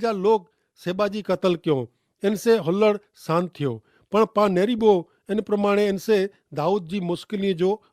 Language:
Kachhi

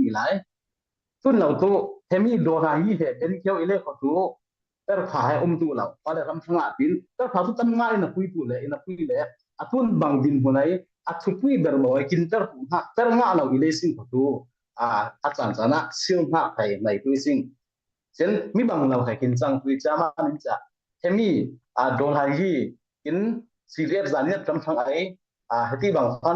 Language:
Falam Chin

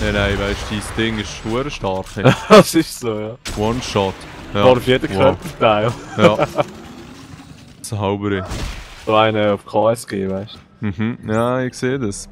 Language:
Swiss German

